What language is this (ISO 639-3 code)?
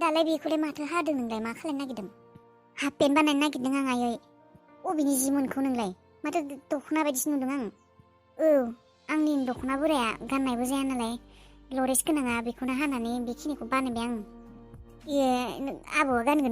brx